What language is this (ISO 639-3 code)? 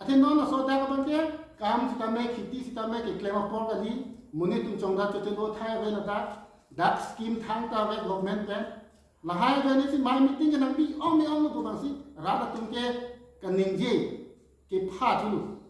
mjw